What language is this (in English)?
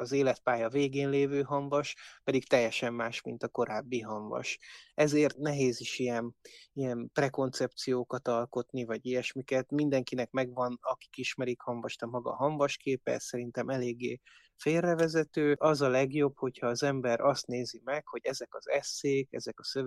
Hungarian